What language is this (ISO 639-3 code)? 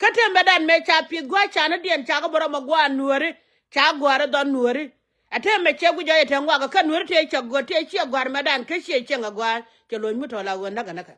nus